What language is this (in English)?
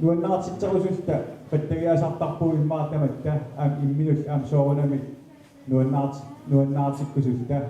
Kalaallisut